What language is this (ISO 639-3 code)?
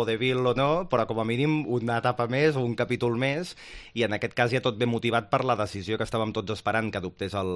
cat